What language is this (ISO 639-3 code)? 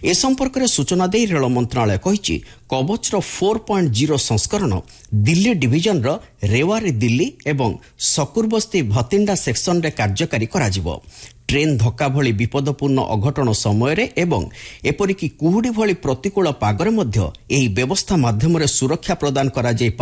ori